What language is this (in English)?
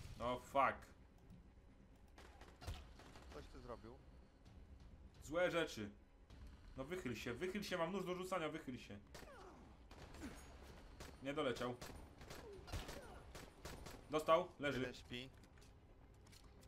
Polish